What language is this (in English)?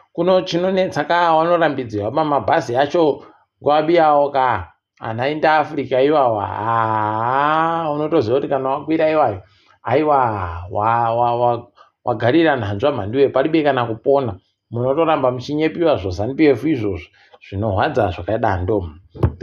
Ndau